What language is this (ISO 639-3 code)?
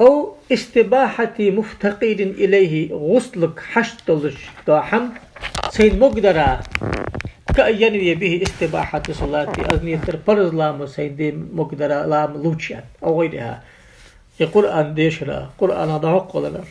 inh